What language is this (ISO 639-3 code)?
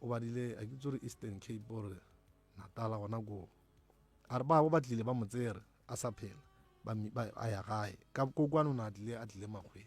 nso